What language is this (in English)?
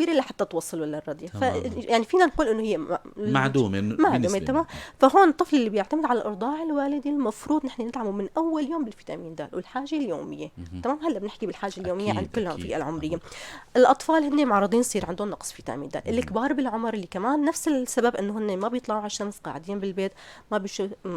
North Levantine Arabic